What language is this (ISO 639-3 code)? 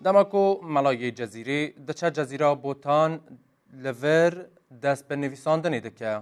kur